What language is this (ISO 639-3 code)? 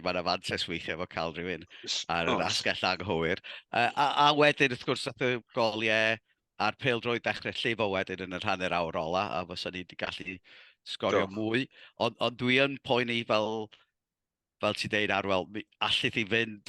cym